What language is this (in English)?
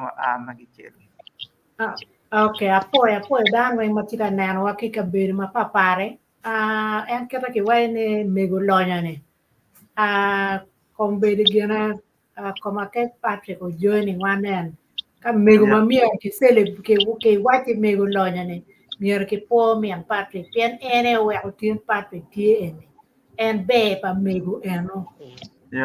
Acoli